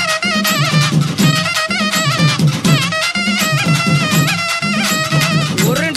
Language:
Tamil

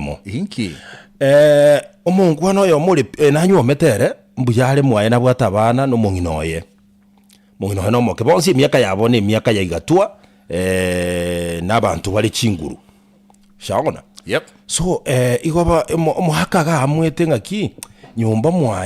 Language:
Gusii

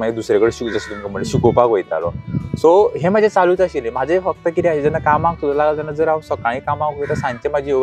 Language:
Konkani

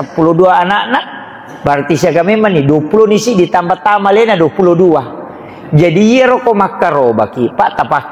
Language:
Buginese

